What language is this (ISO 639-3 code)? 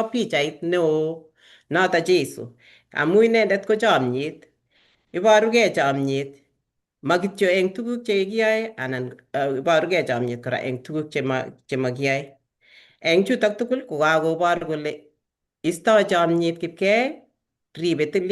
kln